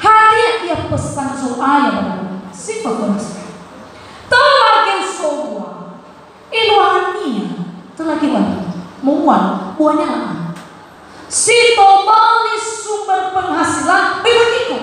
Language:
Nias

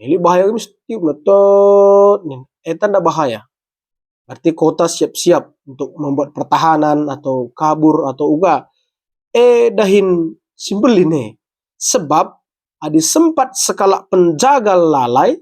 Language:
Batak Karo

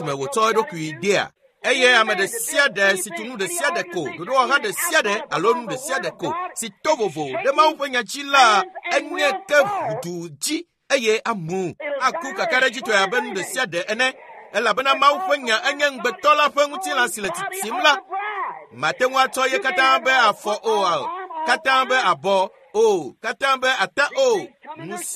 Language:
Ewe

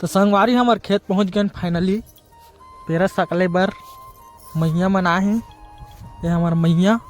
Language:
Chhattisgarhi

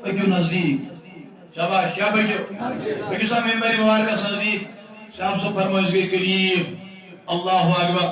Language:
Kashmiri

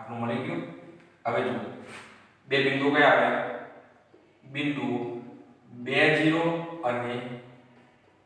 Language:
Gujarati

